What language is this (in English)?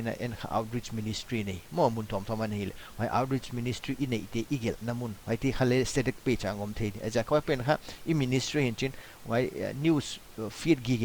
Paite Chin